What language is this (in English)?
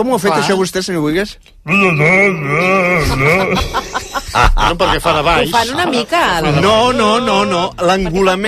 Catalan